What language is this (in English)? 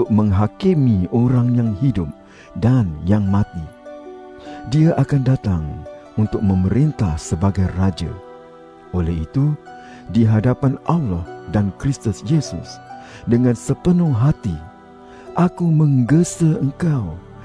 Malay